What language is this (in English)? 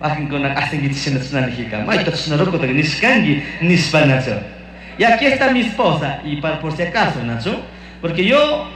Chimborazo Highland Quichua